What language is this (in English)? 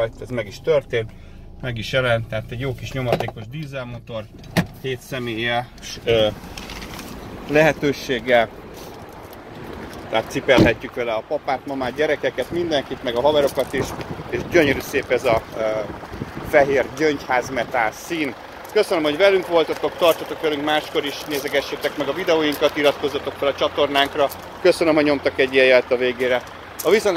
Hungarian